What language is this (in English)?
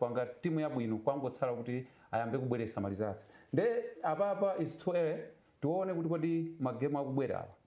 Nyanja